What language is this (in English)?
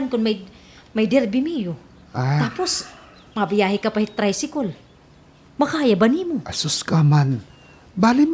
Waray